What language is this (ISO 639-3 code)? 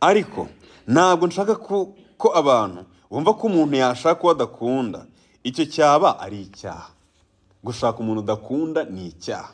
kin